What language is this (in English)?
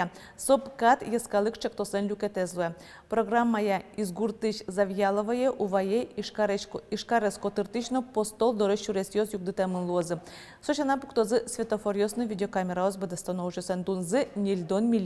Udmurt